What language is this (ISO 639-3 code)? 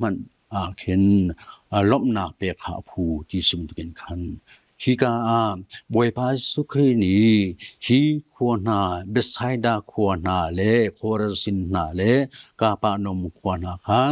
cnh